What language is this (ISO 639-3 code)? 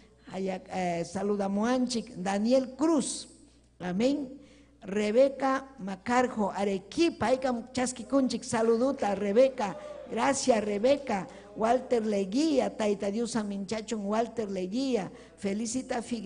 quy